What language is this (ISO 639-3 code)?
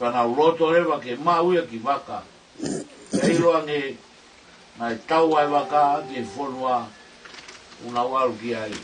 ton